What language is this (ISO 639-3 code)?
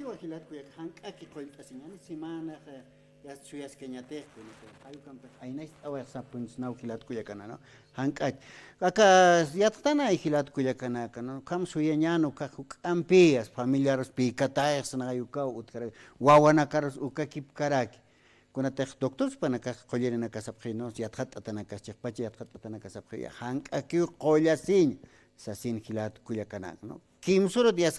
aym